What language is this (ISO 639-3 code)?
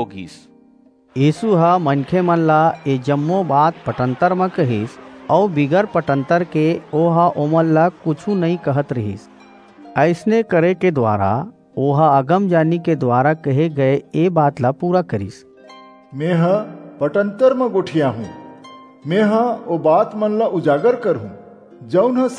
hne